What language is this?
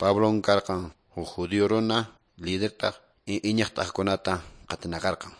Quechua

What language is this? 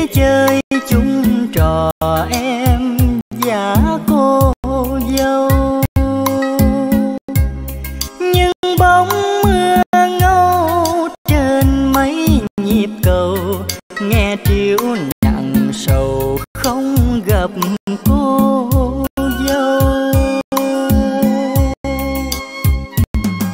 Vietnamese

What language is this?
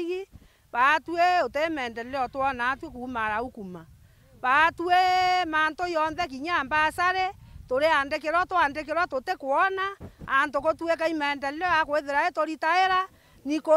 Meru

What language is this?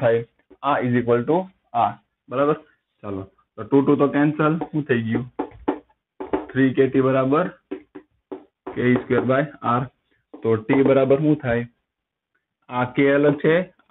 Gujarati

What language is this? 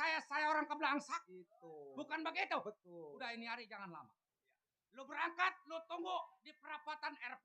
Betawi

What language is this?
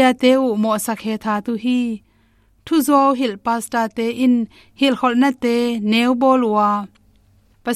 Tedim Chin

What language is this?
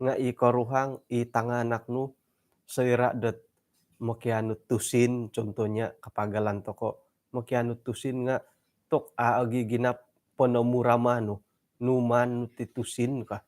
Central Dusun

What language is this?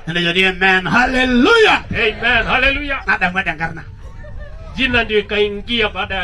Masai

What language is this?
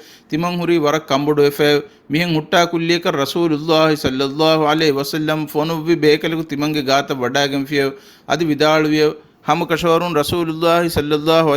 Divehi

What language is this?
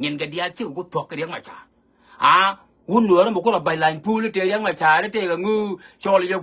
Nuer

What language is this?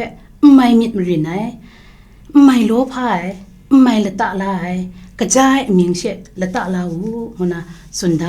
Kachin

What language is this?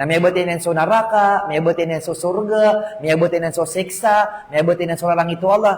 Maranao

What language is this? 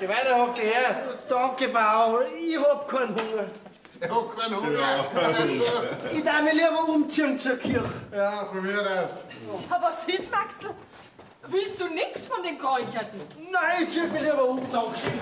Bavarian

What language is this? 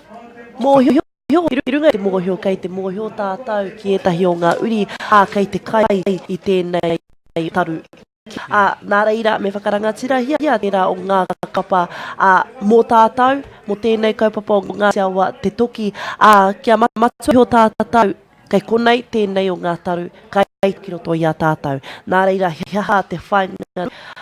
Māori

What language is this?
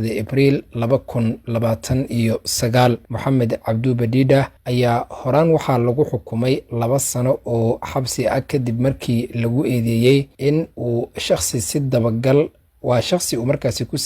Somali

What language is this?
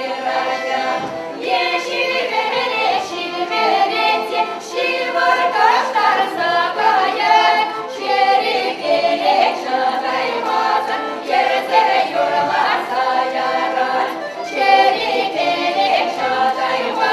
Chuvash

